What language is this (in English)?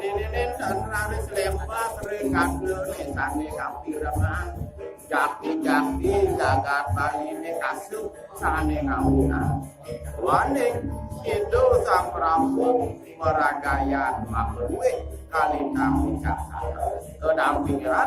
Balinese